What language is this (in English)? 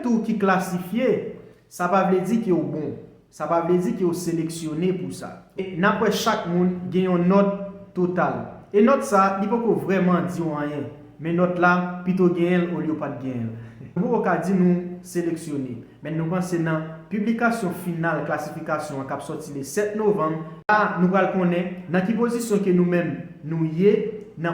Haitian Creole